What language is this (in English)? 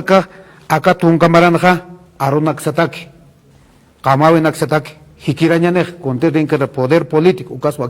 Aymara